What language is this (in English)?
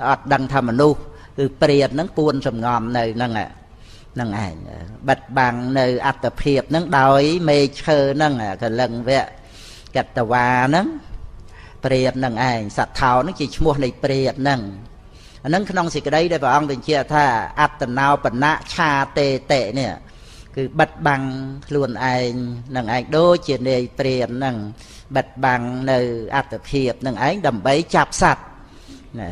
Khmer